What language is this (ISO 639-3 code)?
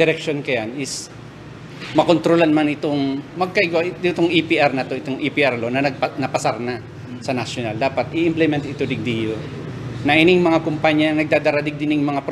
bik